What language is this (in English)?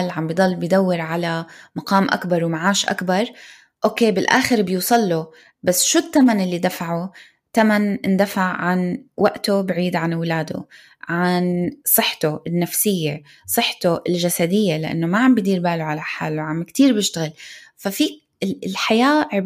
North Levantine Arabic